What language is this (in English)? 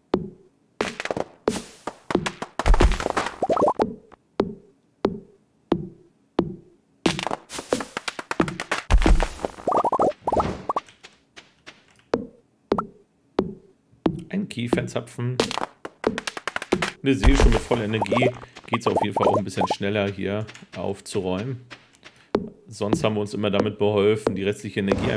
German